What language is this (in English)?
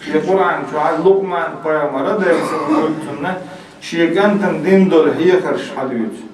Chechen